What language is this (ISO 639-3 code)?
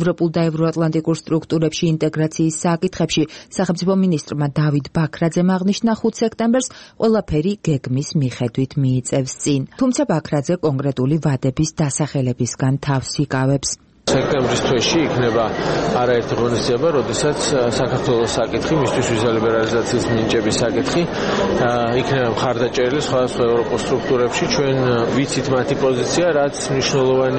kat